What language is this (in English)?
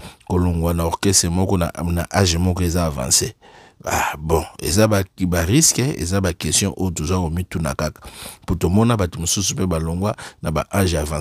Lingala